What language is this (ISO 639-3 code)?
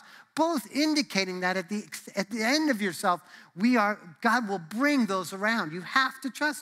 eng